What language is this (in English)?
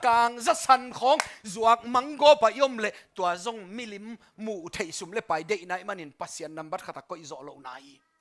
Tedim Chin